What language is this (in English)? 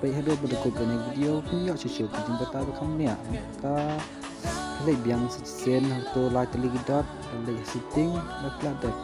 Khasi